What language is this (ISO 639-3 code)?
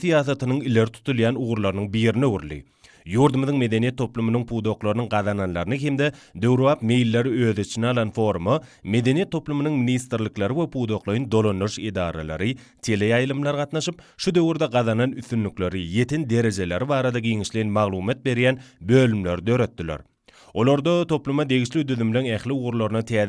tuk